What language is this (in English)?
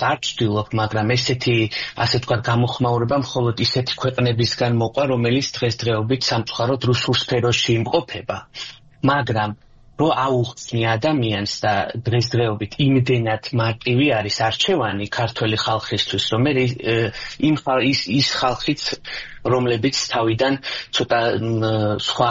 Georgian